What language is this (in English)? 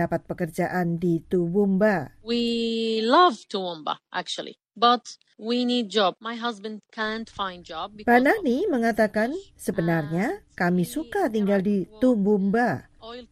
Indonesian